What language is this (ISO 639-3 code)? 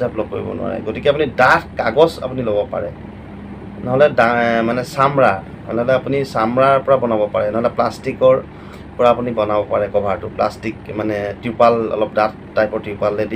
asm